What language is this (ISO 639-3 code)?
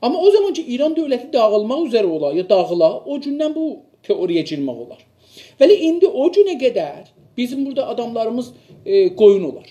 azb